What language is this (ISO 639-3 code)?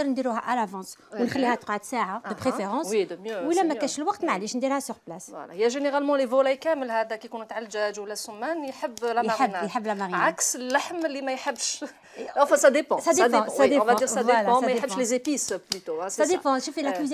arq